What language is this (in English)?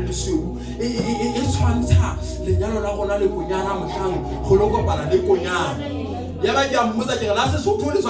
Southern Sotho